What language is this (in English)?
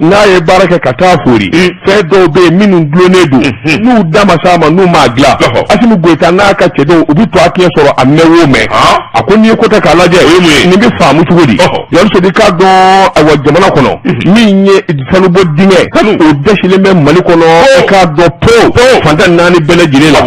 Bambara